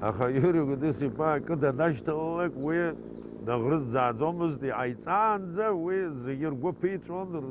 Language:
Abkhazian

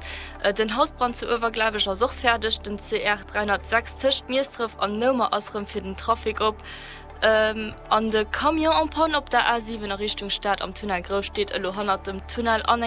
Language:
Luxembourgish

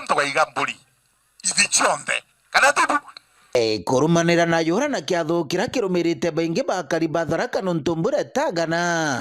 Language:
Meru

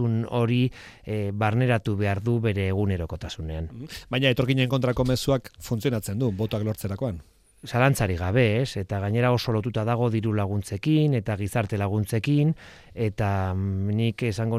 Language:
Basque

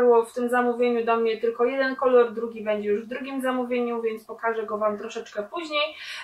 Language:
Polish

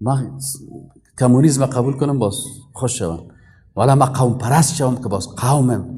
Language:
Persian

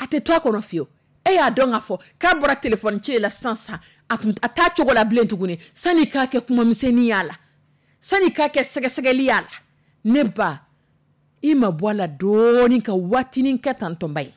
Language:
Dyula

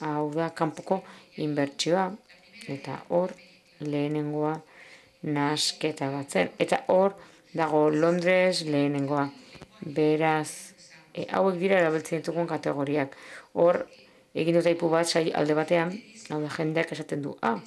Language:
Basque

